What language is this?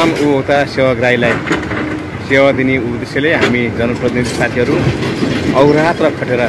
Nepali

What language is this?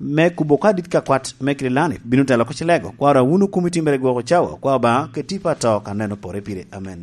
Lango (Uganda)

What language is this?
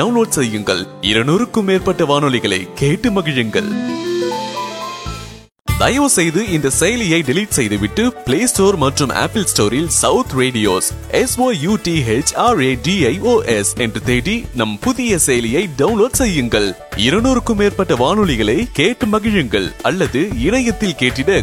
Tamil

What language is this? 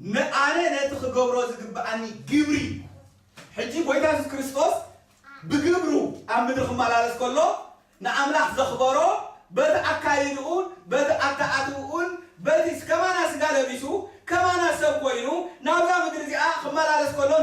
Tigrinya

